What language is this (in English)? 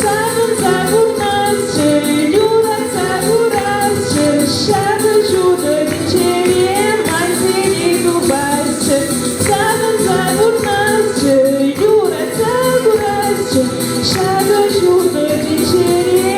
Chuvash